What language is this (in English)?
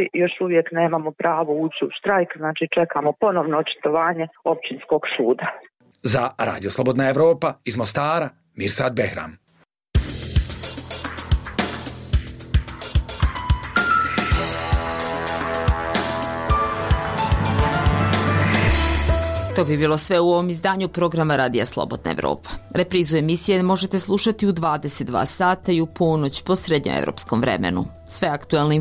Bosnian